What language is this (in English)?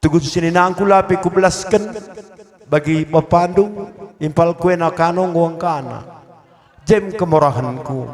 Batak Karo